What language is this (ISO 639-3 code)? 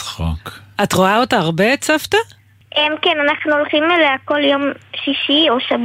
heb